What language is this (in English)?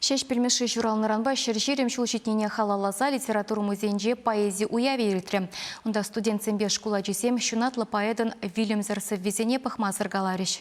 Chuvash